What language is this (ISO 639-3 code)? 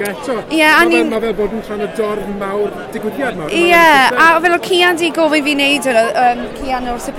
cym